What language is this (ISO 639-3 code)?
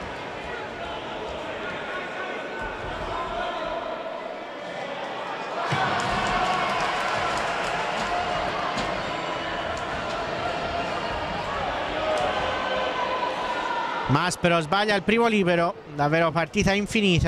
ita